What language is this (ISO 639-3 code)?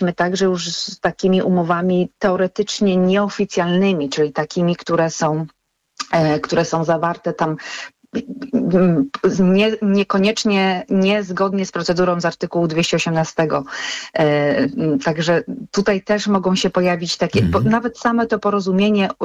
pol